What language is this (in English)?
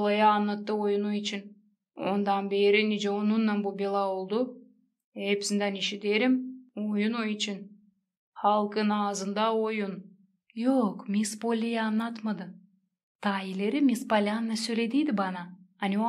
Gagauz